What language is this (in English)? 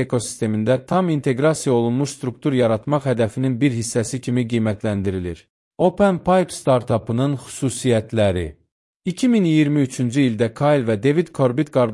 Azerbaijani